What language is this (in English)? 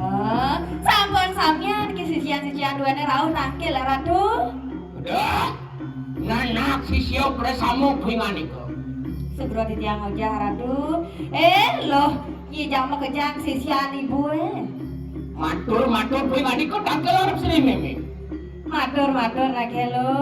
Balinese